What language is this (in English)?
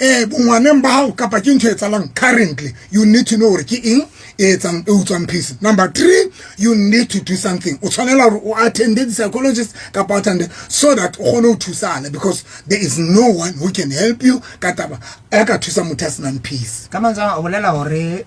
Southern Sotho